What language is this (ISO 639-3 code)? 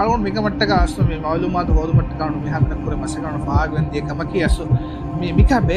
div